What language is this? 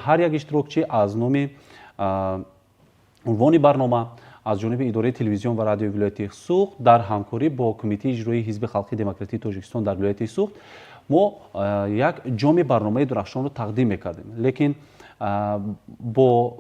Tajik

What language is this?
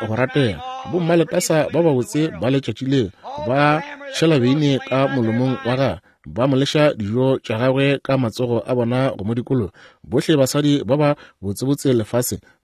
Northern Sotho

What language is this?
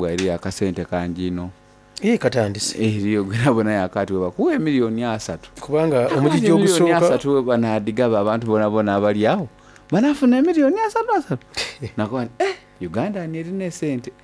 Soga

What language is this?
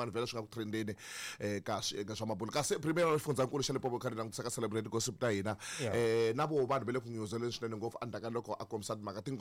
Tsonga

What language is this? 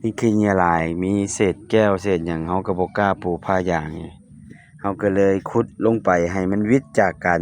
Lao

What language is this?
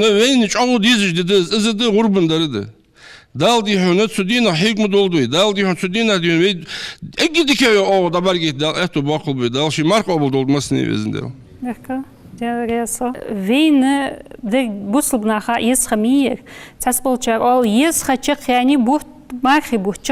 Ingush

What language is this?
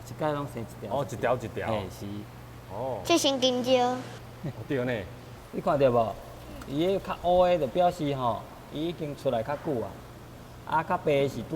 Min Nan Chinese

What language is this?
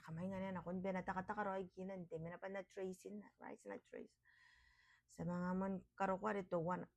Gilbertese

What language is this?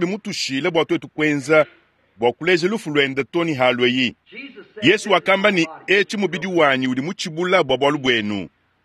Luba-Lulua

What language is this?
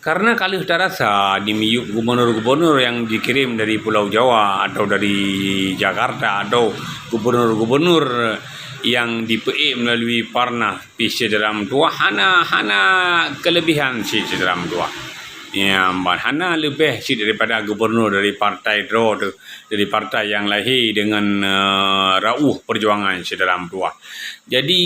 Achinese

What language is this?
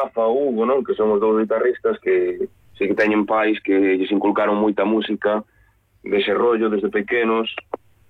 Galician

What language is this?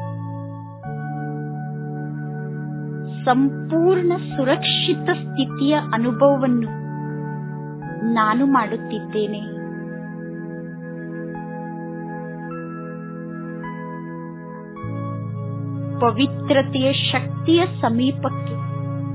Kannada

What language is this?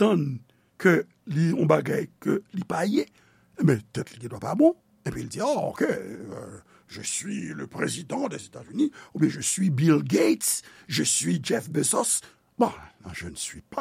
Haitian Creole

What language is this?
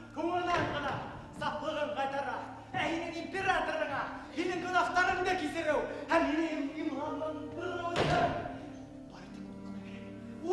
Bashkir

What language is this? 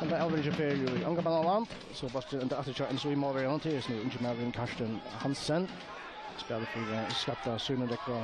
Faroese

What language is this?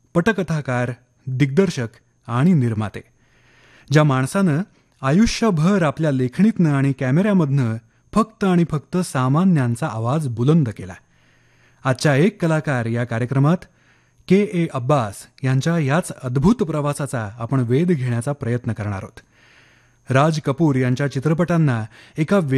Marathi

